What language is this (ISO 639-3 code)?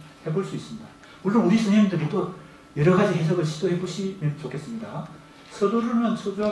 kor